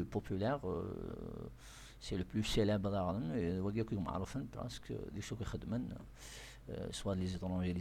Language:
Kabyle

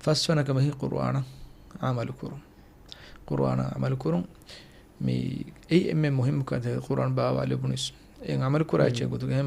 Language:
Divehi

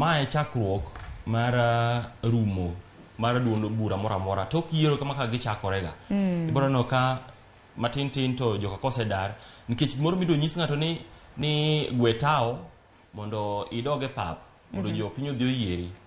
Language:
Luo (Kenya and Tanzania)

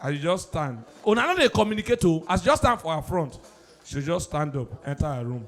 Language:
Nigerian Pidgin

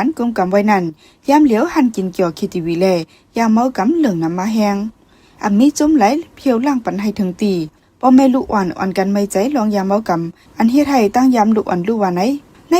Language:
Shan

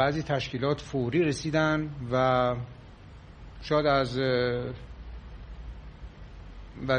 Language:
Persian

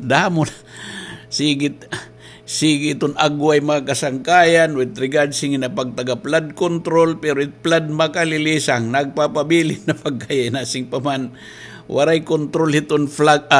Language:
Waray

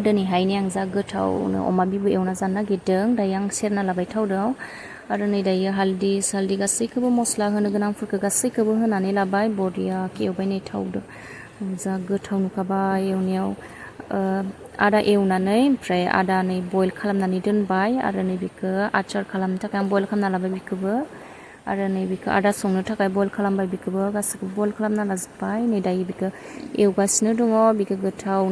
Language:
Bodo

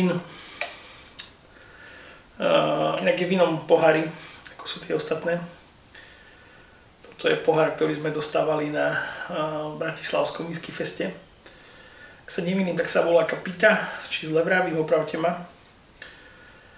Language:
Slovak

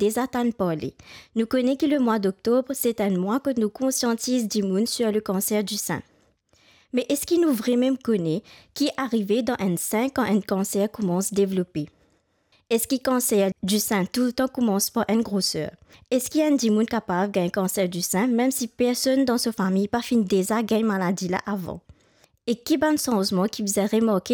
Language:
Morisyen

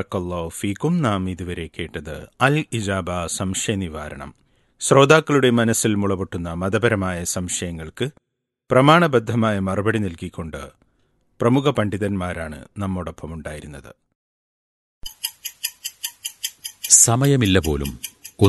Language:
Malayalam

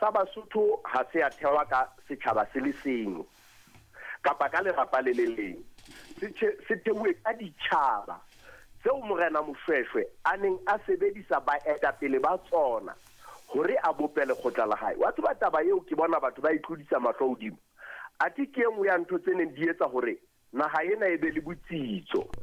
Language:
Southern Sotho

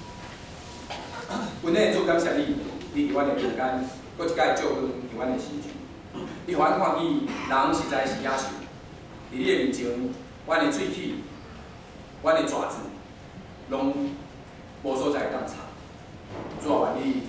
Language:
Min Nan Chinese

